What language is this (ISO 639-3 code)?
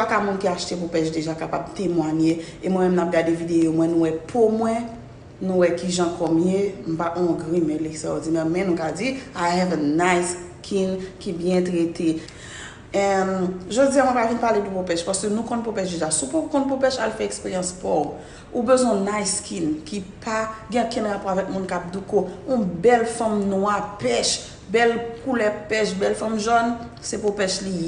hat